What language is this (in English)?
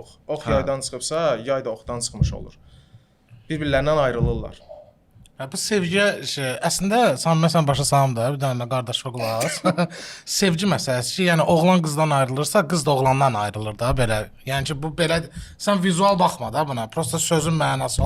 Azerbaijani